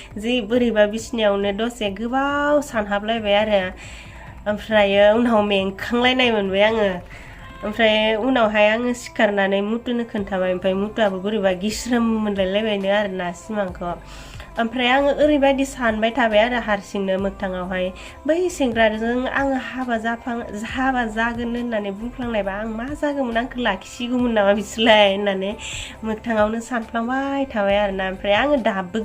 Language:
Bodo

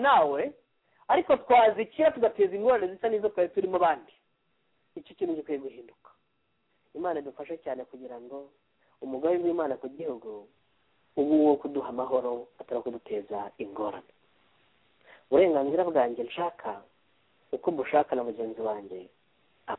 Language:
Kinyarwanda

